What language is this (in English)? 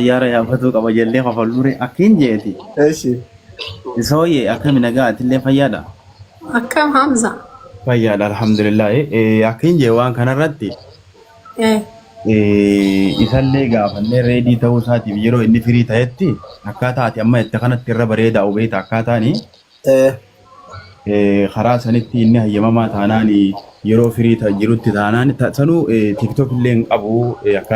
Oromo